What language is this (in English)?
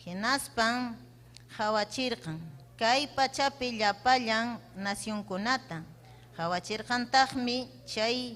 Ayacucho Quechua